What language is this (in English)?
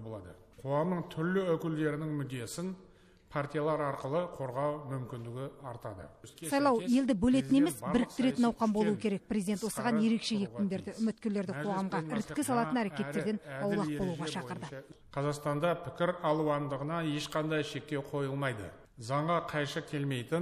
Kazakh